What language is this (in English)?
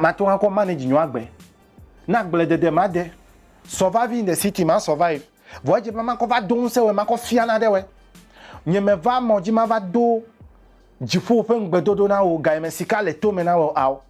Ewe